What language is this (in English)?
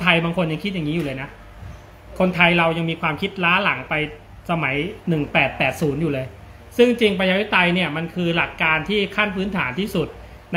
Thai